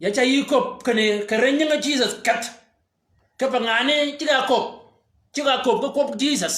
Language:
Shilluk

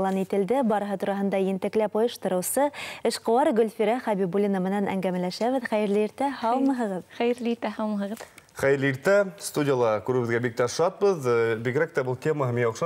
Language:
Bashkir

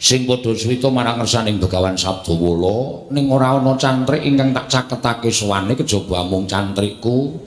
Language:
Javanese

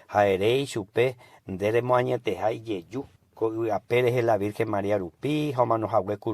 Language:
Guarani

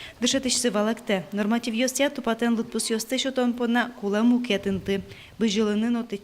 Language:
Udmurt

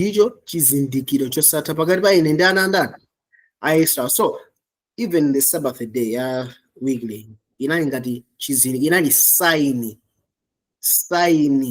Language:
Nyanja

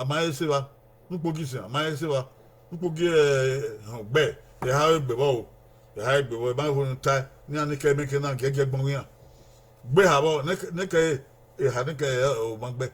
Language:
Bini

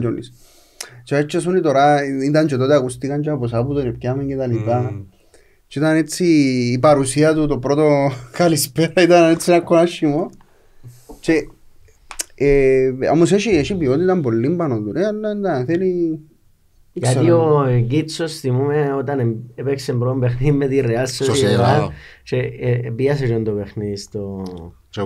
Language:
Greek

